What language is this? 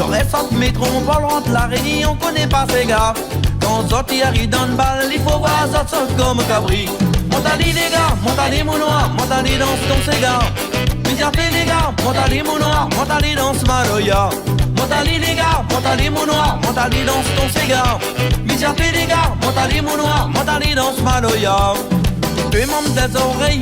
Réunion Creole French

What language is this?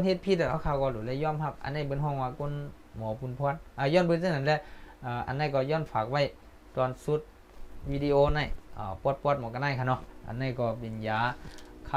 Shan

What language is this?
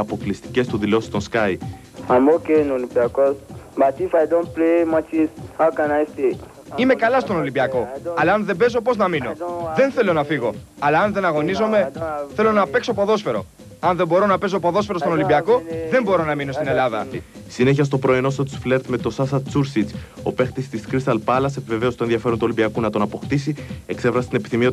Greek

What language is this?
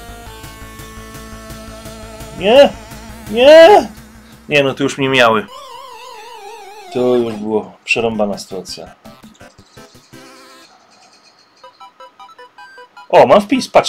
Polish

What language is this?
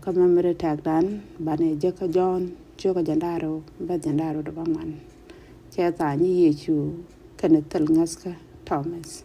Nuer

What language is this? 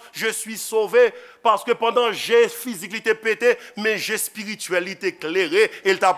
Haitian Creole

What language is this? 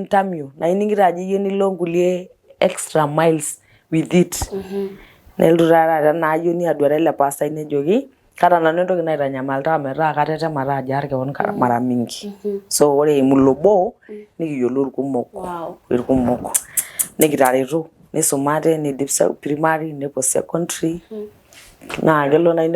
Masai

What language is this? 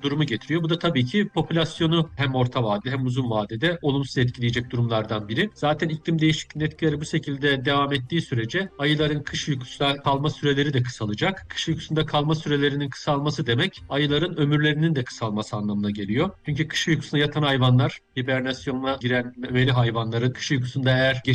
Turkish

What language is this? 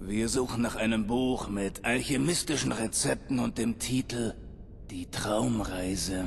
Bavarian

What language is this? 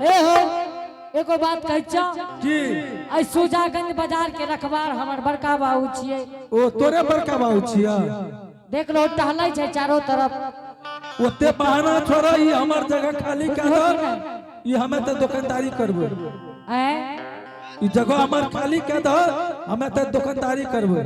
Angika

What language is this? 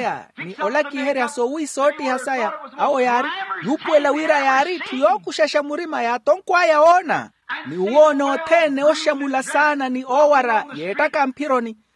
Makhuwa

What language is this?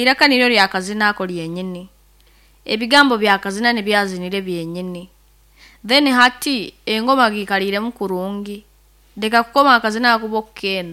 Nyoro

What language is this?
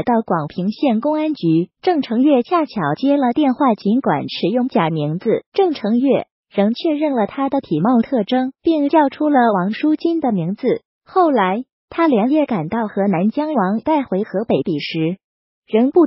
Chinese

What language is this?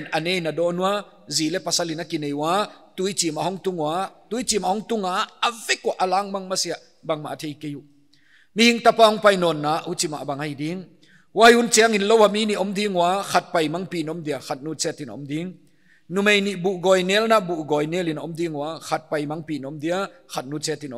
Paite Chin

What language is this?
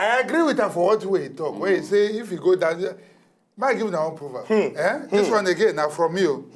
Nigerian Pidgin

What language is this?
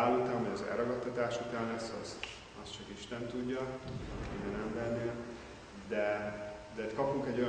Hungarian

